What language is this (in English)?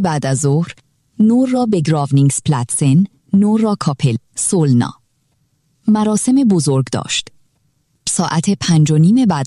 Persian